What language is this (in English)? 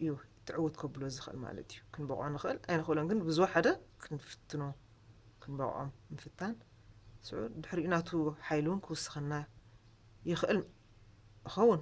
Tigrinya